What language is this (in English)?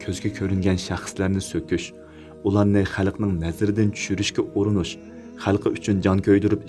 Uyghur